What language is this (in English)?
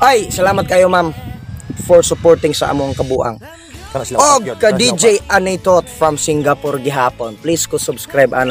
Cebuano